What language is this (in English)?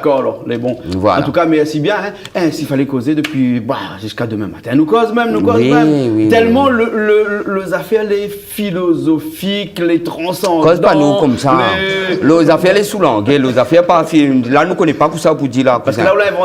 Réunion Creole French